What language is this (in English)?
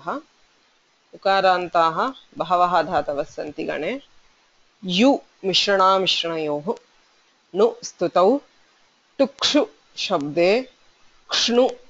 Sanskrit